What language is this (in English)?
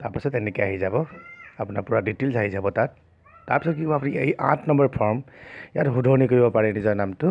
Assamese